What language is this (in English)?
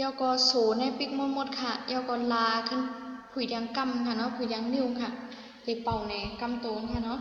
Shan